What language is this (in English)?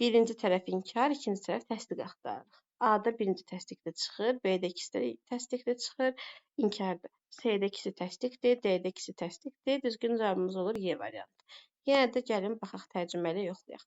Azerbaijani